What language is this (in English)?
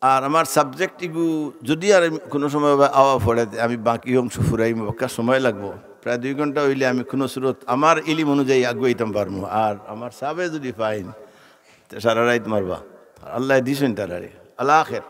Sylheti